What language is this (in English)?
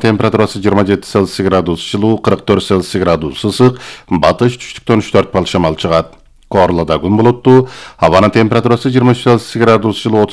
Kyrgyz